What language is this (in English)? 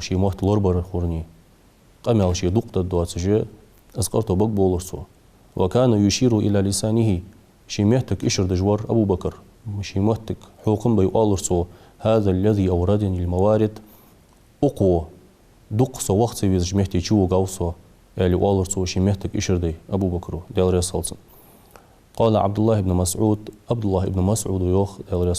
Ingush